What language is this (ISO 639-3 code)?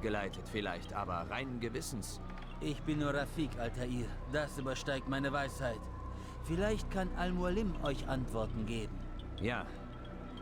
bar